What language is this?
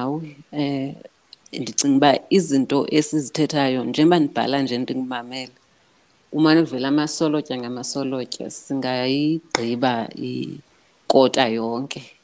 Xhosa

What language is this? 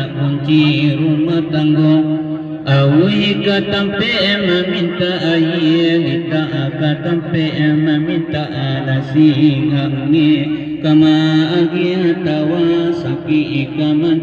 Minangkabau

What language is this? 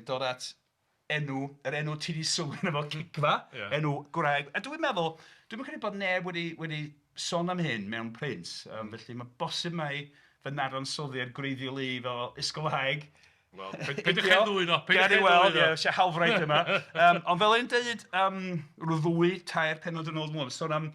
Welsh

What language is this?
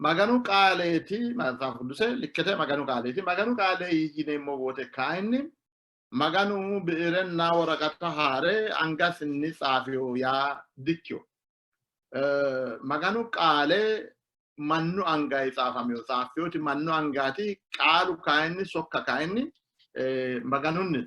Sidamo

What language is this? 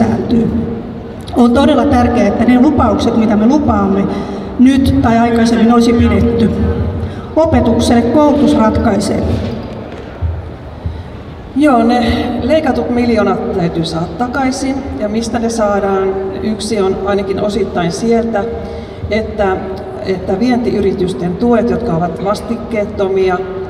Finnish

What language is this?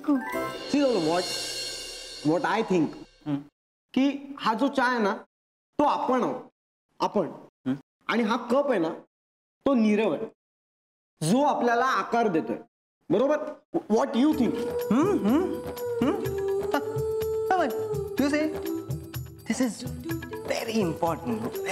Marathi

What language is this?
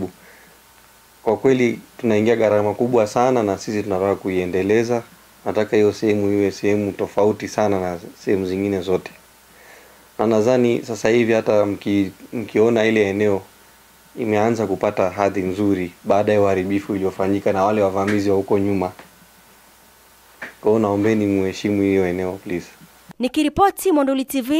Swahili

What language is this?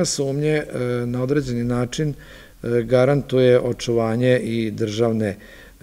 Serbian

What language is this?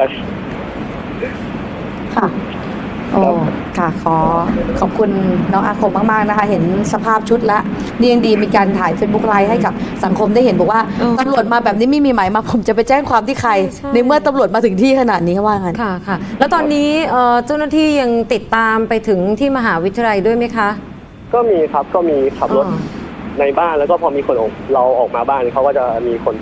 Thai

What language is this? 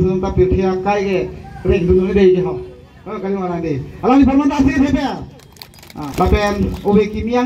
Karbi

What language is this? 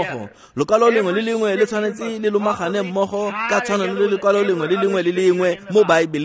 Tswana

